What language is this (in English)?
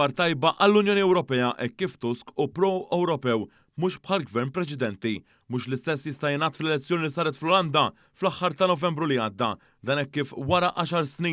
Maltese